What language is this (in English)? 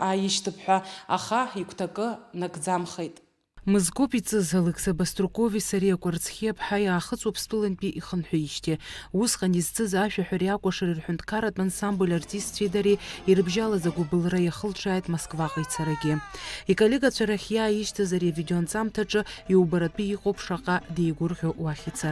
Abkhazian